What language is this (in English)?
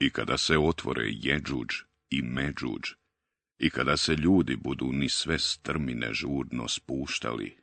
Bosnian